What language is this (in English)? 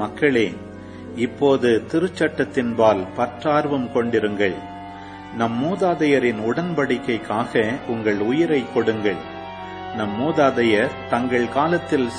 Tamil